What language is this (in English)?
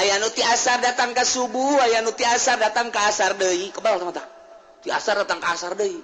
Sundanese